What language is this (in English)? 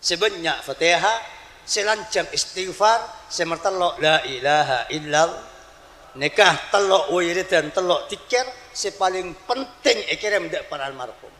Madurese